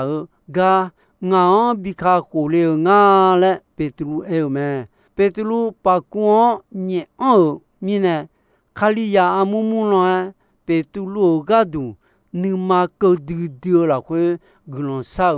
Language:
Akha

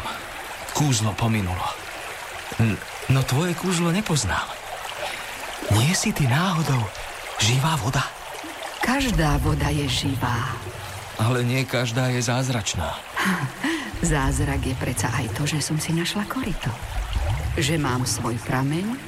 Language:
Slovak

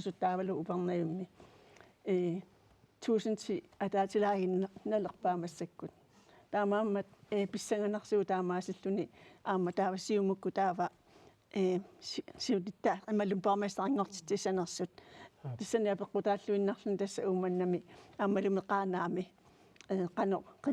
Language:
Kalaallisut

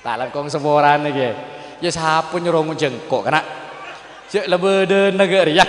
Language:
Madurese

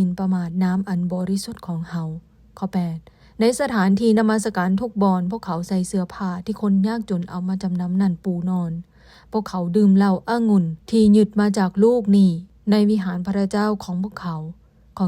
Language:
Lao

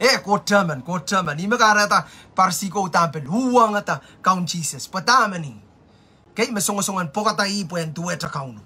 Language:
Pohnpeian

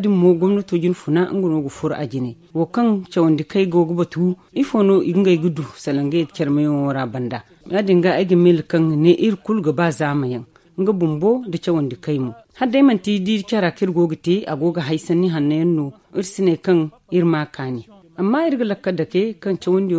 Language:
Zarma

